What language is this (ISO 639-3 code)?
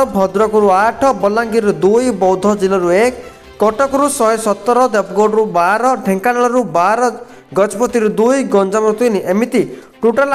ori